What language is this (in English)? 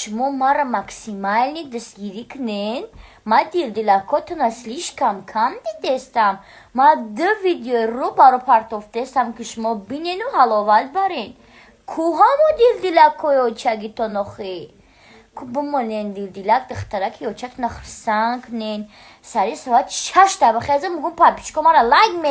Tajik